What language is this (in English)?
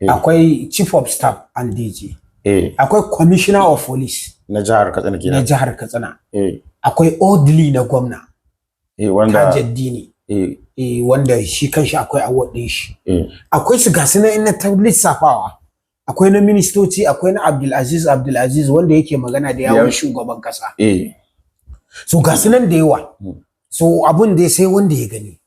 Hausa